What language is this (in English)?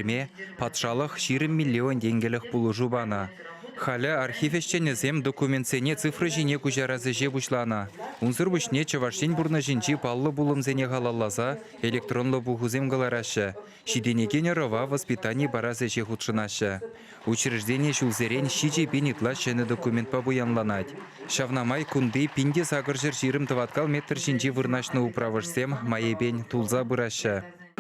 Chuvash